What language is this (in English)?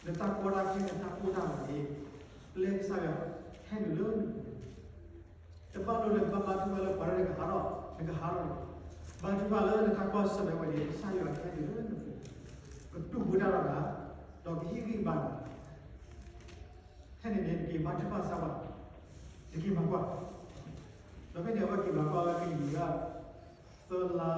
S'gaw Karen